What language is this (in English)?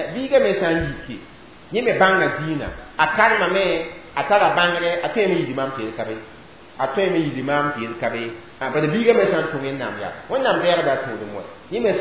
Mossi